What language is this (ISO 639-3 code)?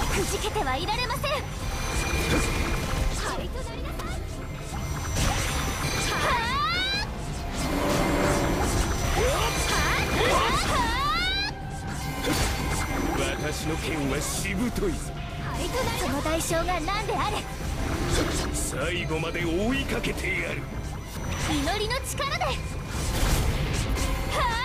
jpn